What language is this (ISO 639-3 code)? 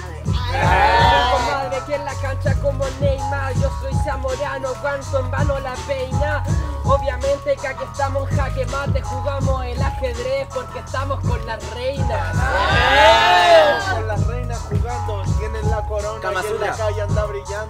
spa